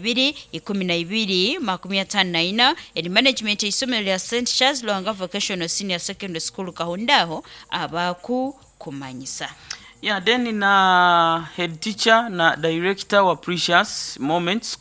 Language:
Nyoro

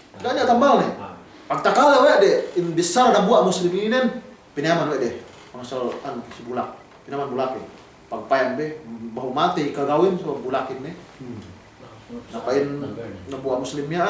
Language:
Yakan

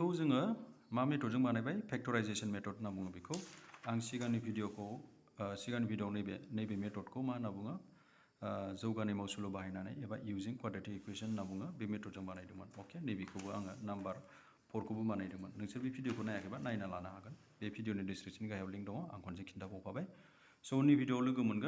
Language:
Bodo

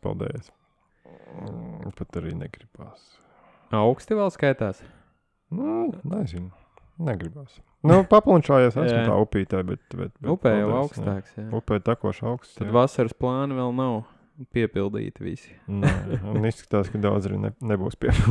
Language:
Latvian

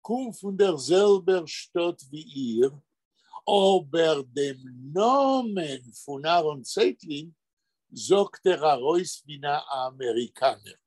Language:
Yiddish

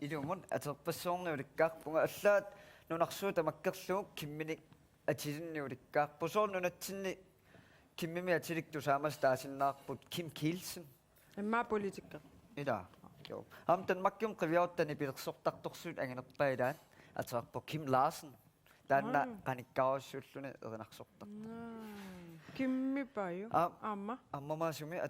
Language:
Kalaallisut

